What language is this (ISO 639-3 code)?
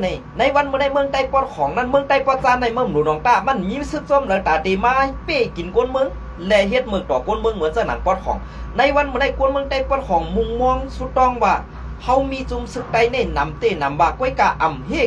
shn